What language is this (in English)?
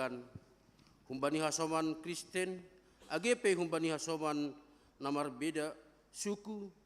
Batak Simalungun